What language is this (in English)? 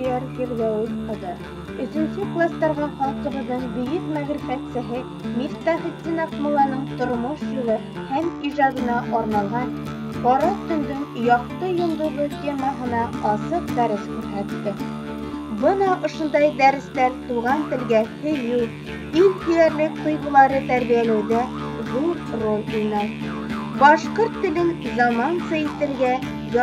Bashkir